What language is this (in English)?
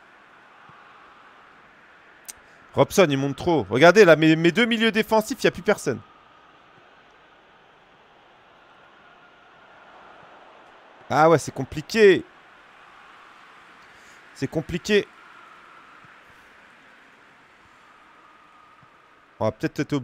French